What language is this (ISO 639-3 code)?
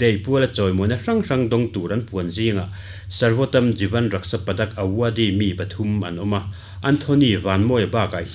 lus